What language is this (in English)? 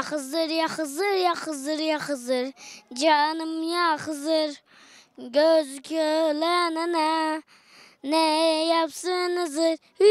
Zaza